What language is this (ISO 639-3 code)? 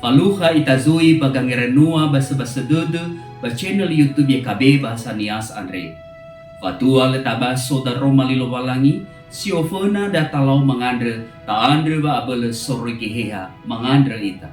nia